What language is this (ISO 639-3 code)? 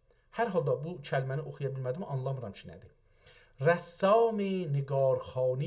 azb